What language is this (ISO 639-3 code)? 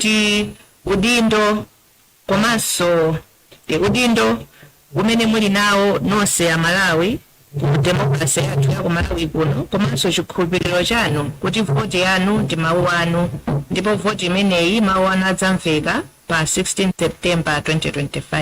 nya